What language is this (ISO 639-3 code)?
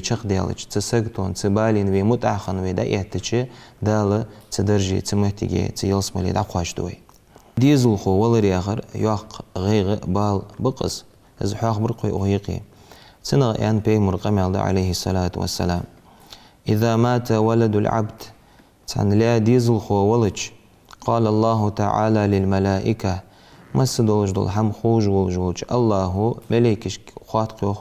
inh